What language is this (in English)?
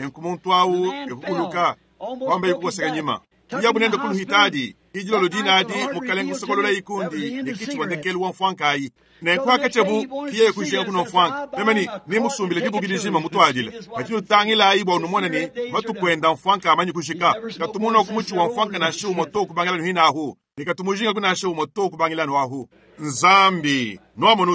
Luba-Lulua